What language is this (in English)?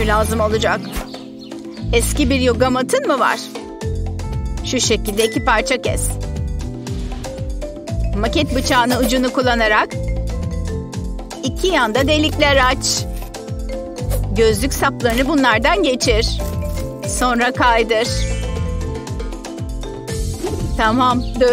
Turkish